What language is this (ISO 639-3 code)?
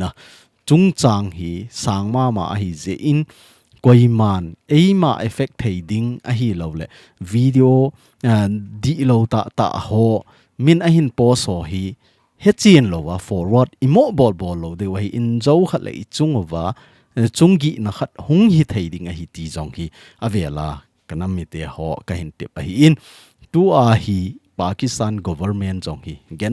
tcz